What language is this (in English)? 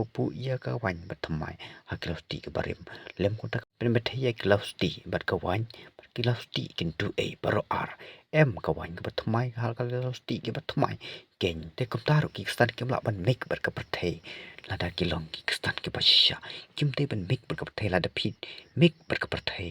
Khasi